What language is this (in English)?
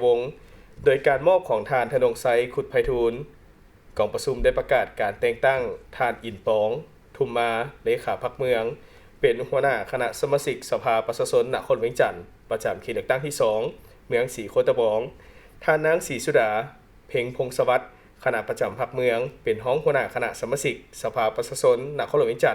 Lao